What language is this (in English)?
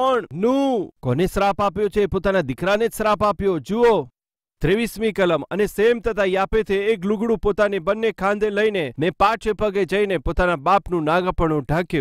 Gujarati